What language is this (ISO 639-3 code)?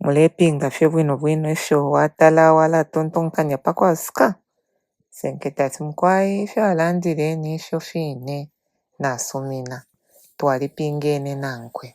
bem